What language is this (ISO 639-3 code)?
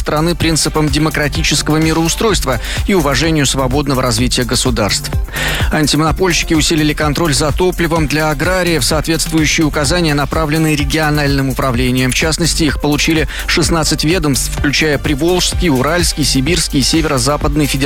rus